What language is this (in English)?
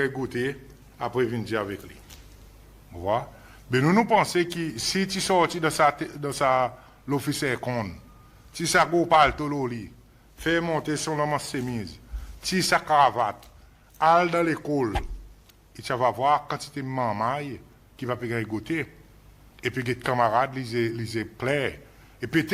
Seselwa Creole French